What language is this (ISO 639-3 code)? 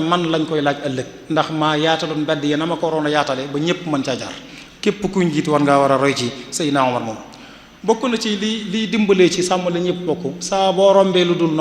wol